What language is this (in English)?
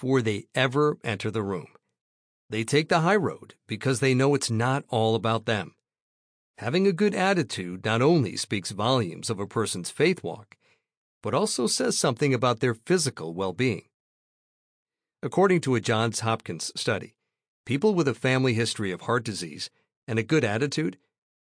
English